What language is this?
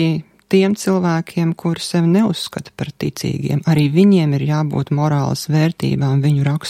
Latvian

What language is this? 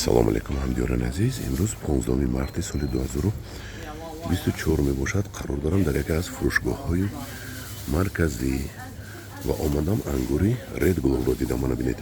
Tajik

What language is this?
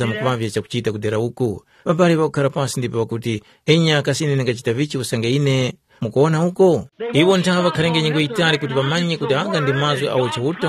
Tumbuka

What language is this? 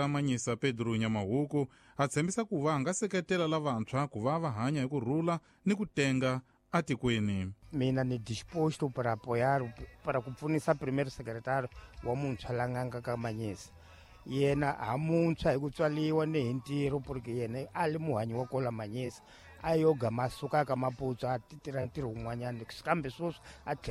Tsonga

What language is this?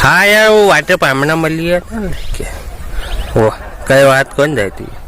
Rajasthani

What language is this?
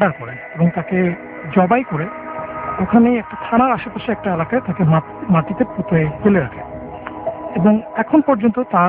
Bangla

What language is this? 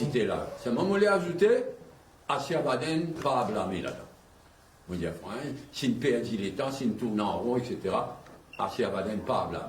Morisyen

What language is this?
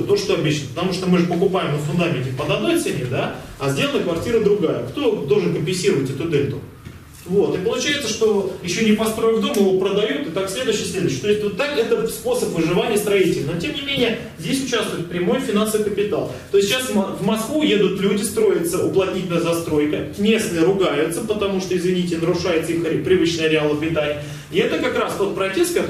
Russian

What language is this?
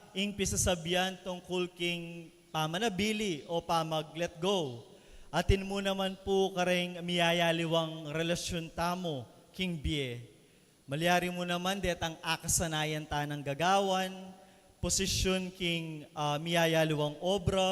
Pampanga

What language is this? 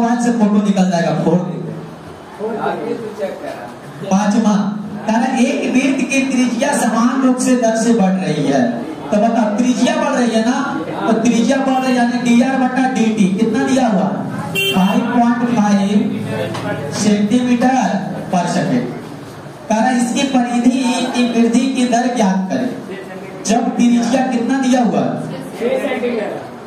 Hindi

